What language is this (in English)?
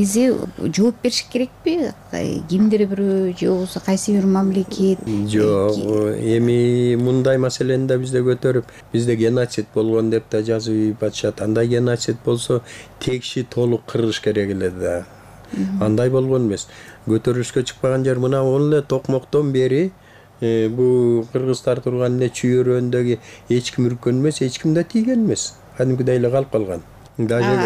Kyrgyz